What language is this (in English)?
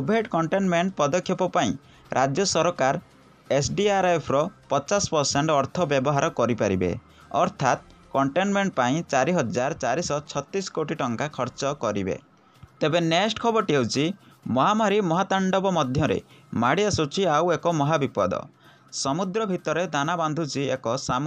Odia